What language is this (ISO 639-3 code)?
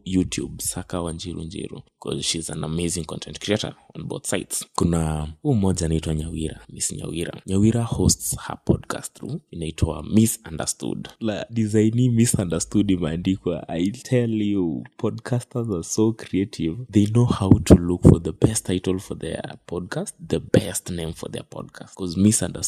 swa